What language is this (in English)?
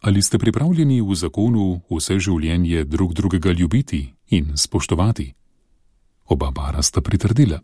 Slovenian